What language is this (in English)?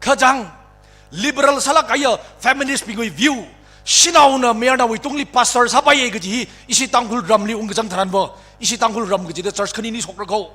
Tangkhul Naga (India)